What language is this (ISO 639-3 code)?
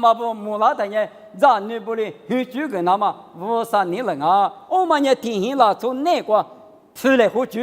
lis